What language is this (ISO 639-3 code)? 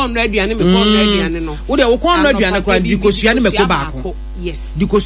aka